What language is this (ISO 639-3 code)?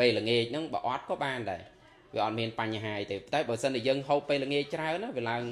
khm